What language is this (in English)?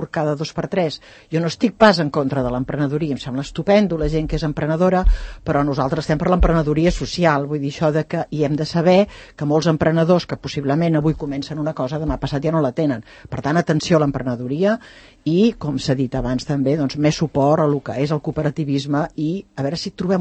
Catalan